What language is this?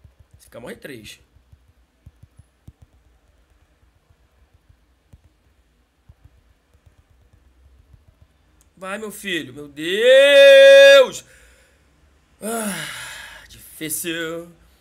Portuguese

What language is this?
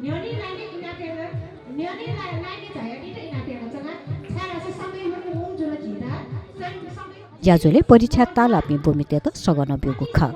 Newari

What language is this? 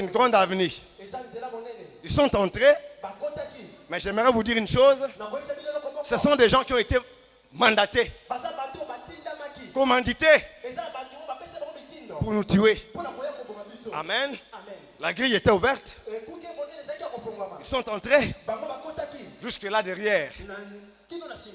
French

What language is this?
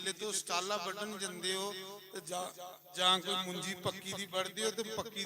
Dogri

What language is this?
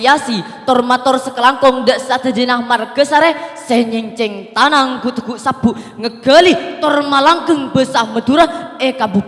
Madurese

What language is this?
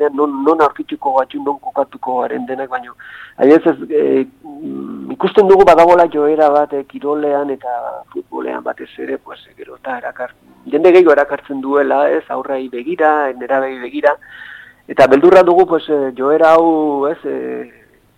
Basque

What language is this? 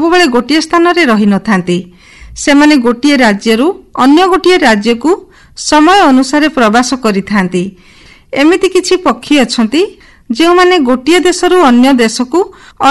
Odia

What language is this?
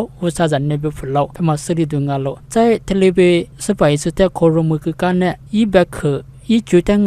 Lisu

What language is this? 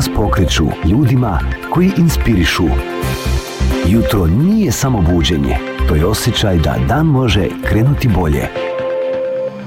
Bosnian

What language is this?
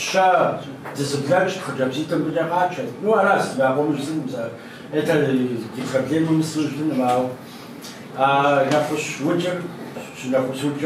Kabardian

